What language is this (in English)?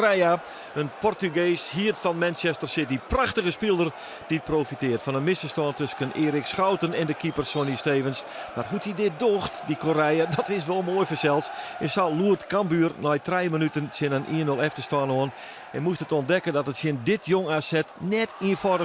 Western Frisian